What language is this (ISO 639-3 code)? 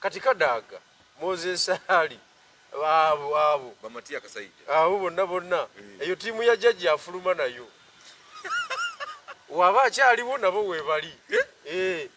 lug